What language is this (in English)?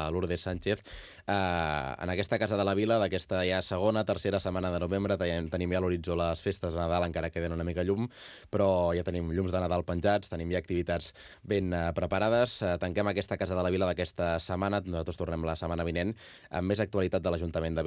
Catalan